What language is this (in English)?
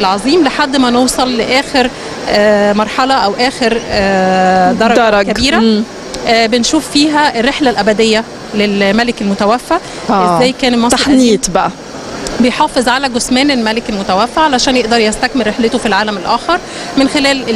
Egyptian Arabic